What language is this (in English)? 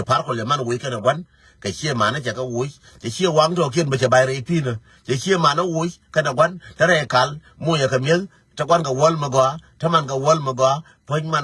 Nuer